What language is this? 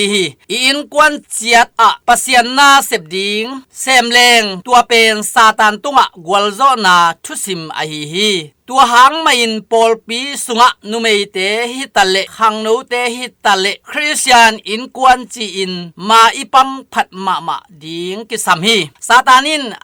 Tedim Chin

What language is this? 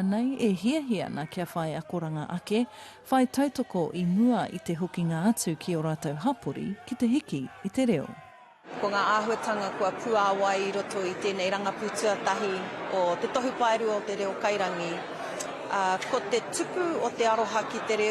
Māori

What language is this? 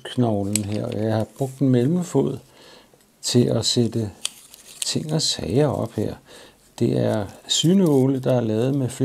Danish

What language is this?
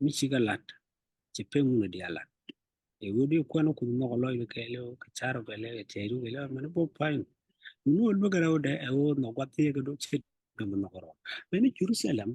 Nuer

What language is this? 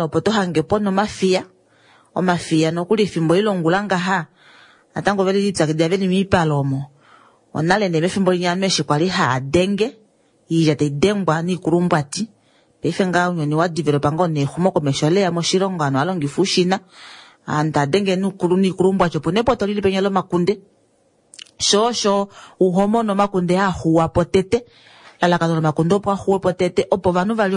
Kuanyama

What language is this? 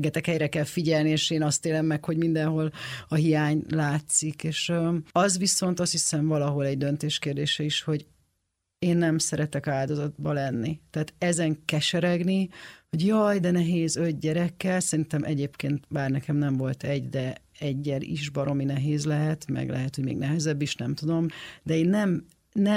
Hungarian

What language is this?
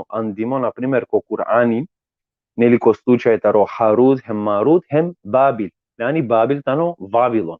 Balkan Romani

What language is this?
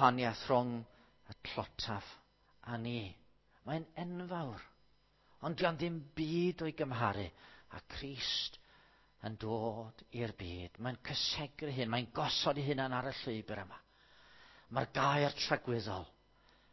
Welsh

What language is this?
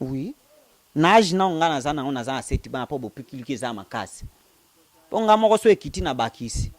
Lingala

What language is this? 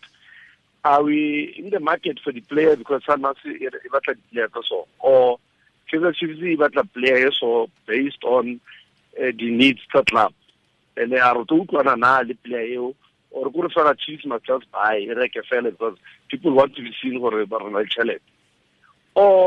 Tswana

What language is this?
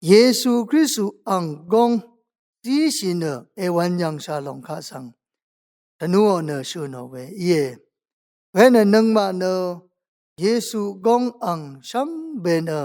Rawang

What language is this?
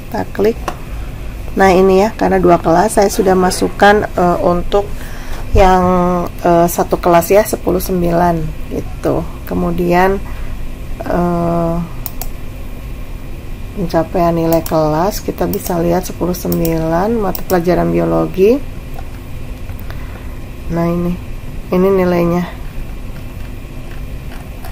Indonesian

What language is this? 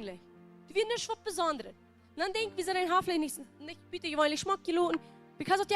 Plautdietsch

